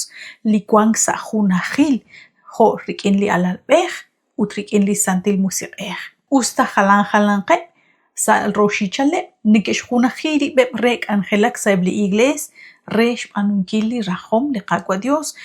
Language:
Kekchí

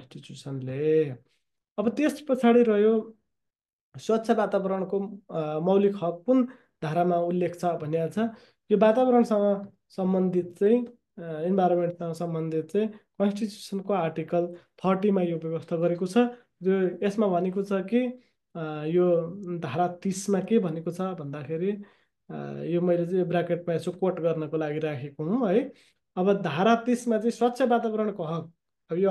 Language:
Nepali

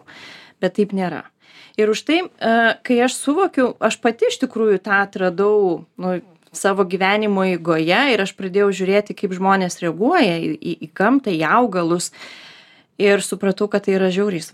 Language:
Lithuanian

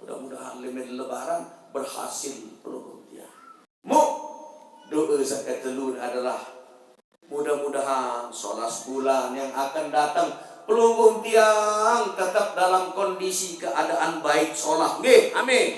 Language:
Sasak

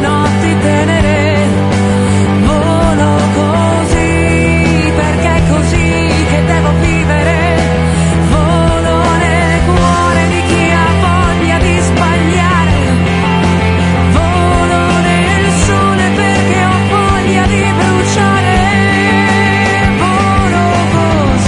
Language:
Italian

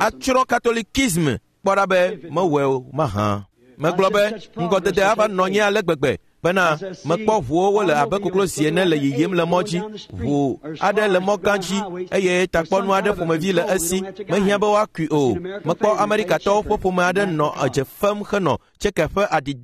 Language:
Ewe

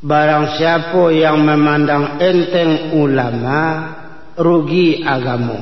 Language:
Minangkabau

